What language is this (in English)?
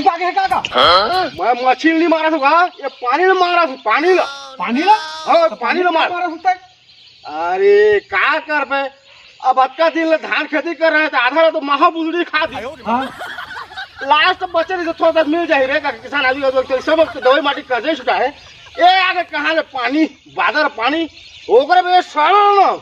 Chhattisgarhi